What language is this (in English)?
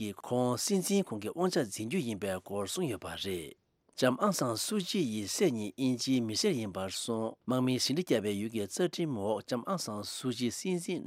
Tibetan